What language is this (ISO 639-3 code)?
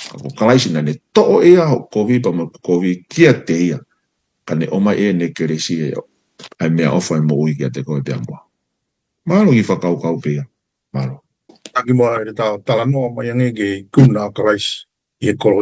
ton